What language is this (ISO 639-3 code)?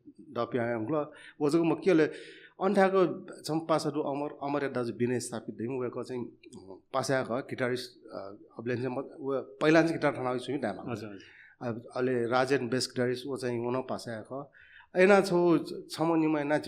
new